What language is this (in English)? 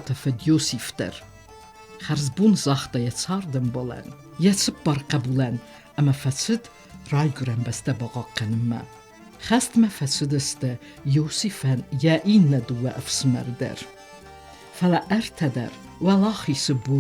Ossetic